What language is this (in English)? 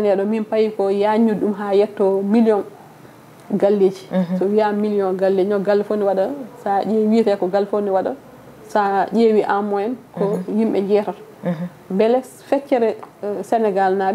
Fula